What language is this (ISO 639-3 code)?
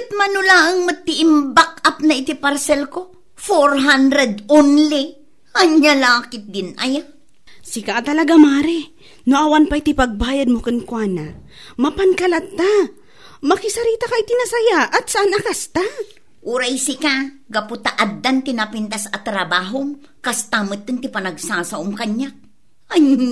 ilo